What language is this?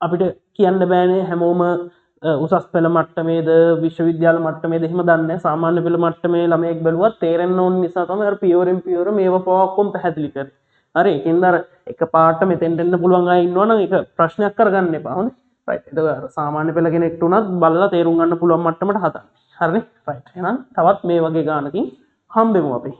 Sinhala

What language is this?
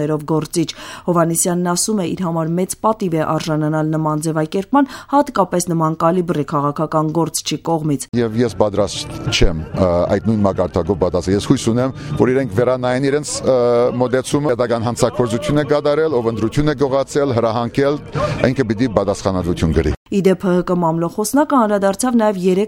Armenian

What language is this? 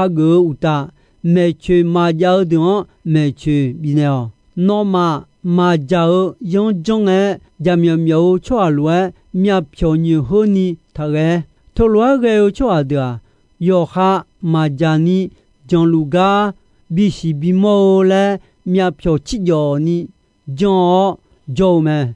Akha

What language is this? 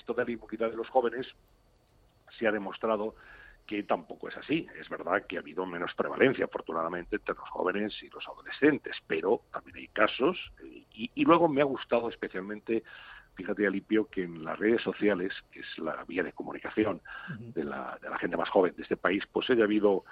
Spanish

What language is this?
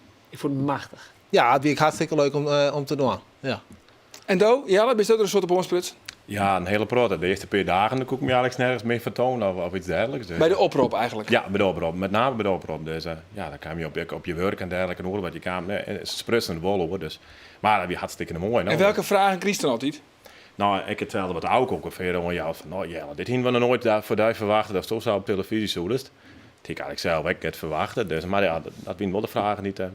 Western Frisian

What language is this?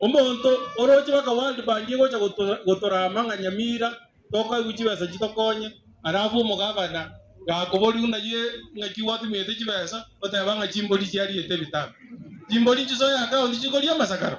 Gusii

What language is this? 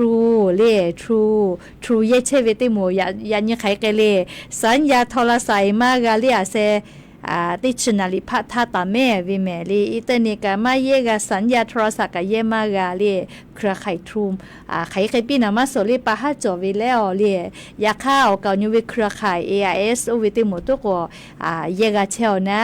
Lahu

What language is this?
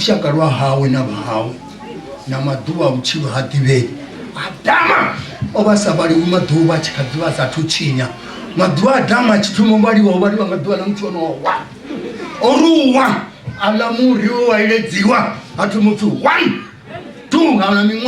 Venda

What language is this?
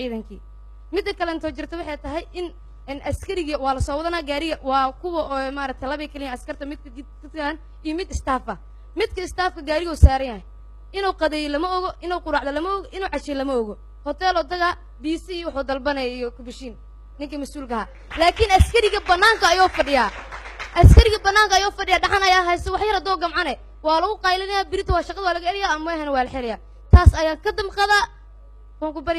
Somali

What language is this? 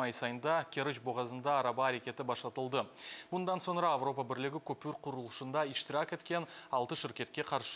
Crimean Tatar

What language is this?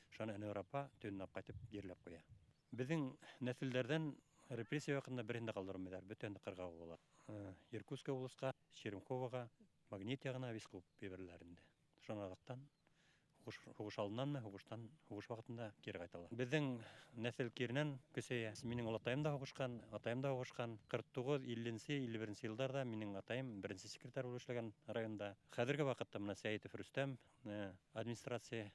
Bashkir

